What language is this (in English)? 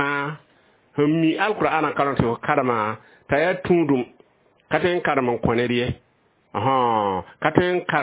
Mossi